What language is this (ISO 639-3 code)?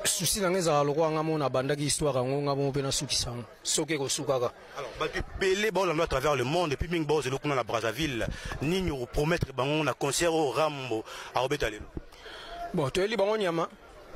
lin